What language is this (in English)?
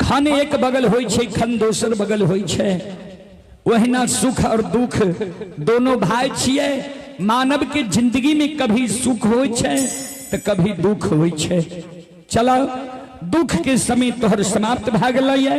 Maithili